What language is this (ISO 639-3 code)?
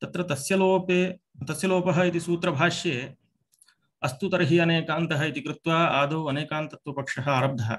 san